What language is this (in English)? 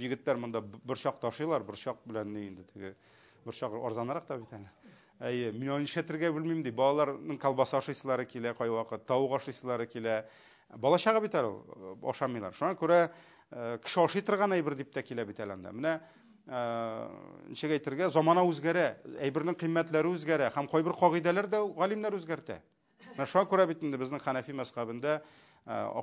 Tatar